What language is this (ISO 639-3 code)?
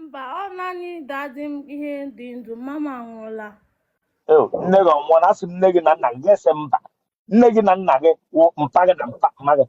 ibo